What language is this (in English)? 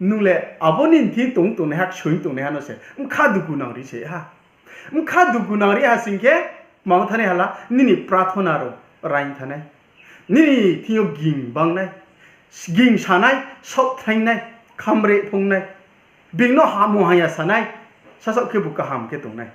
Riang (India)